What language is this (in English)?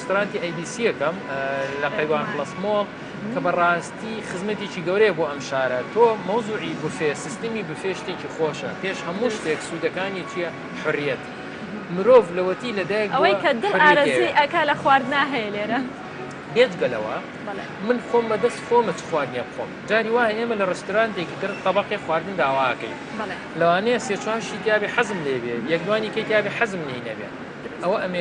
Central Kurdish